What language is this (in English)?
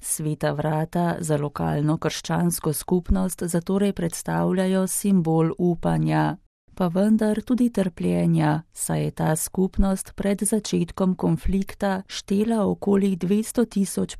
Slovenian